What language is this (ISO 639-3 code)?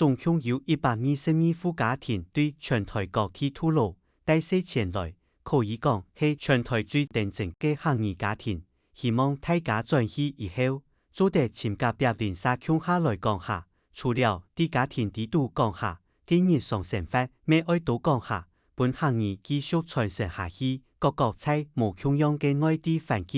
hak